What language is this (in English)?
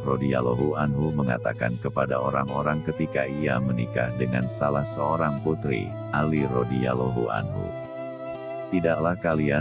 Indonesian